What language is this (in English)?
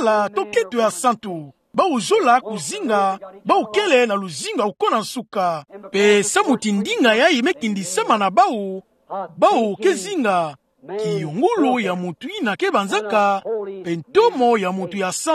Kituba (Democratic Republic of Congo)